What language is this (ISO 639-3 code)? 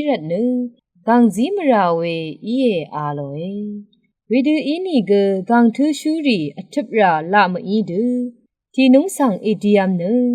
raw